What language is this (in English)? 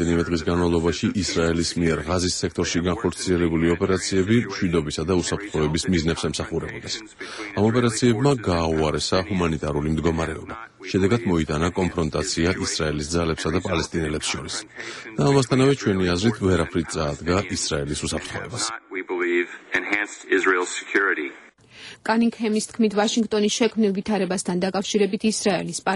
Georgian